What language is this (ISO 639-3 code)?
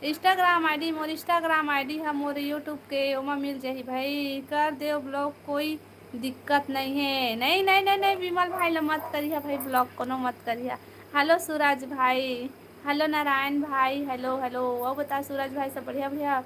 hne